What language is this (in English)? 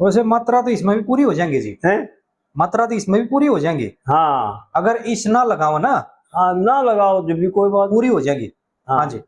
Haryanvi